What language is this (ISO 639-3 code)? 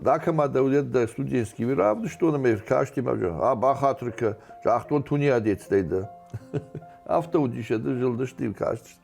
oss